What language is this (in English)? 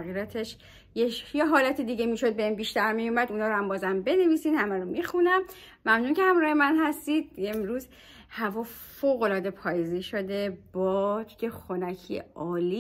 Persian